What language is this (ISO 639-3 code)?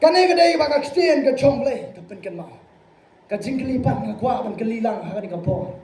kha